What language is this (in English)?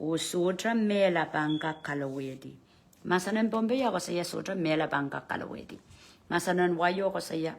Pohnpeian